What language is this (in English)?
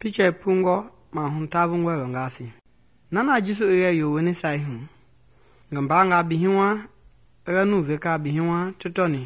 Mende